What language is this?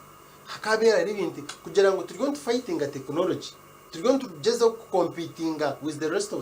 Nyankole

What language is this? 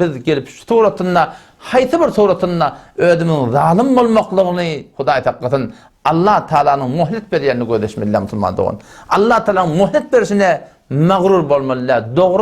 Turkmen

